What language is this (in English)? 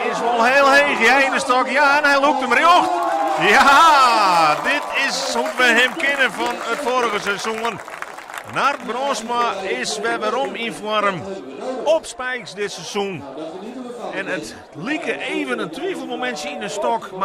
Western Frisian